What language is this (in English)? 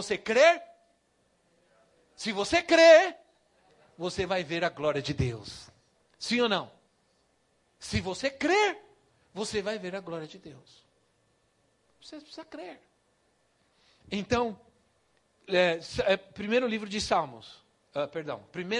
Portuguese